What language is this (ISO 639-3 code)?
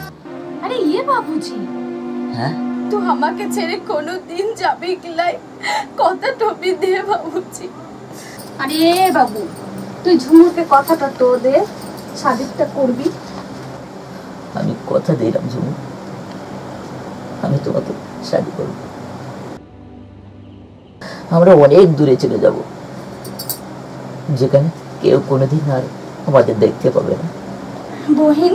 ben